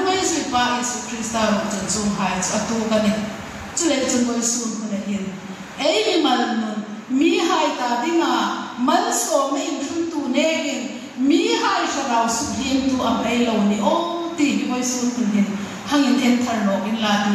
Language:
Hmar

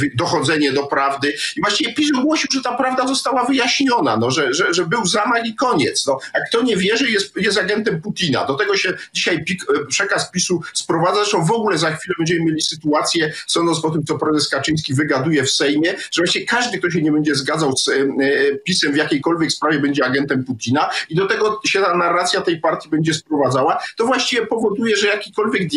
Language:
Polish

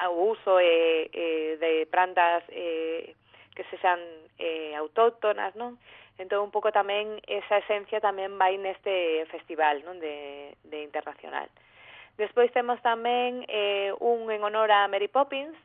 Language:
Galician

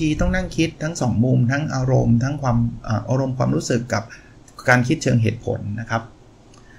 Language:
Thai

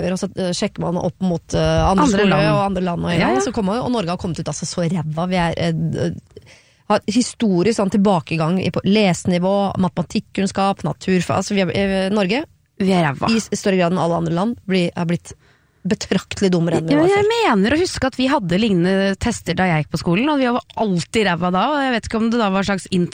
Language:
Norwegian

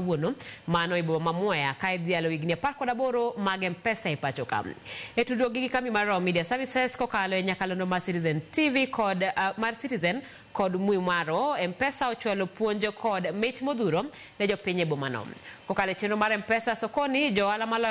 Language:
Luo (Kenya and Tanzania)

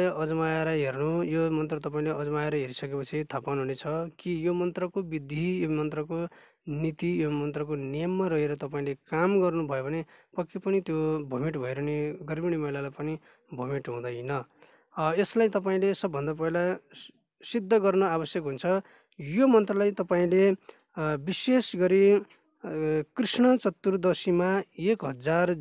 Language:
Nepali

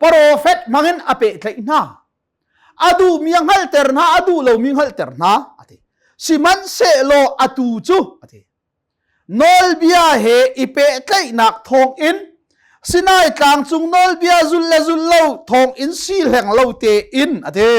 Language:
Hakha Chin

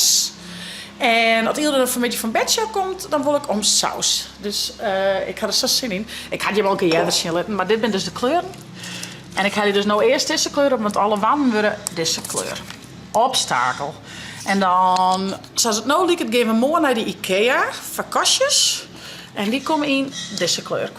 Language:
Western Frisian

